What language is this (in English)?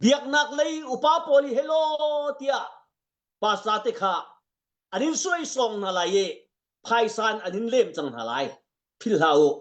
Hakha Chin